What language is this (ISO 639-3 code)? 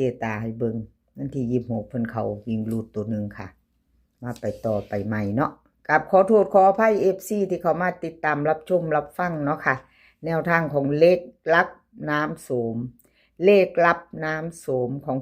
tts